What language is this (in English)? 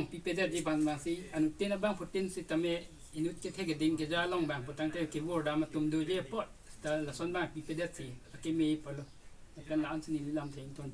Karbi